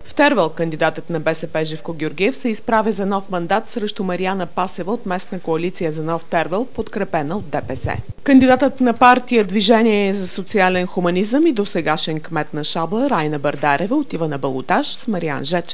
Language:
Bulgarian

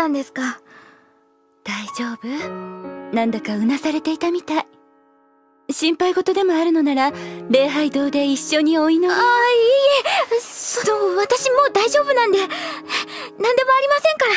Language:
Japanese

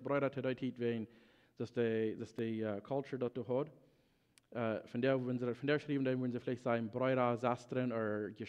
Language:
Plautdietsch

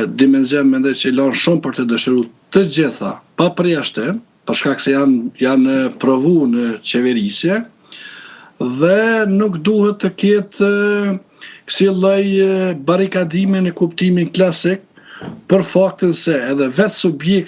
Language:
Albanian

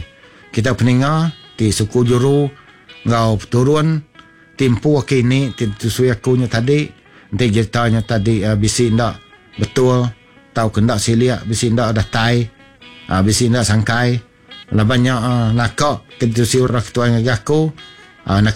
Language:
Iban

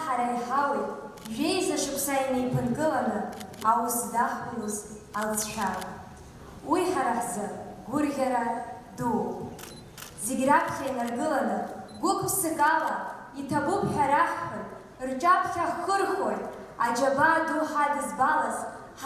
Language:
Abkhazian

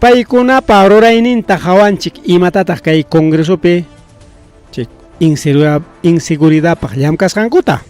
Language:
Ayacucho Quechua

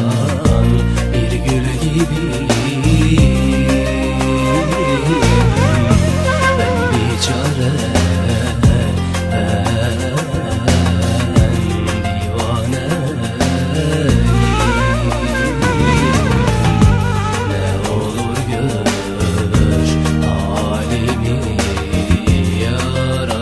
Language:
Turkish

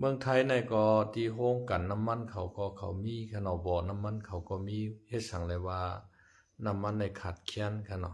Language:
Shan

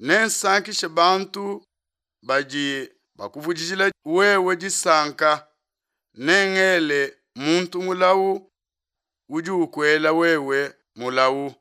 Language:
Luba-Lulua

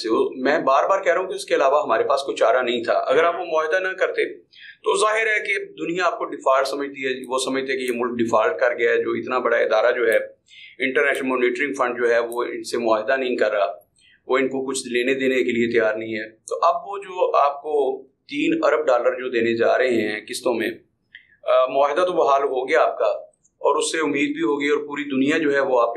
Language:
Urdu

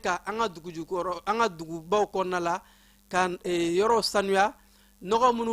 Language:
Bambara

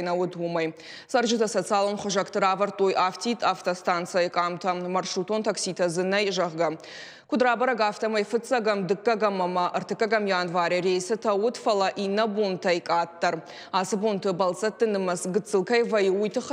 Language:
Ossetic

